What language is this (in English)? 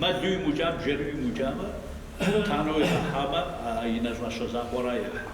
Kabardian